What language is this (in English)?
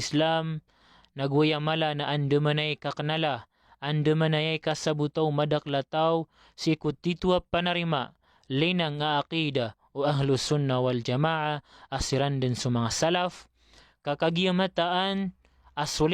Maranao